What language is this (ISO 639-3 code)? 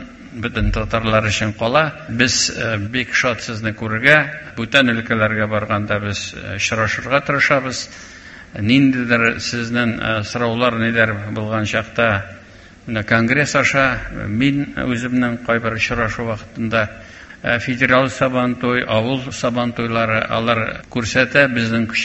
tat